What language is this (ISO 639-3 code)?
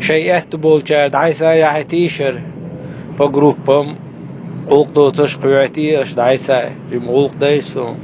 che